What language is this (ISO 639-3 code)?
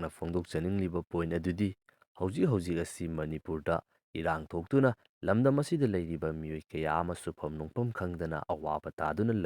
mni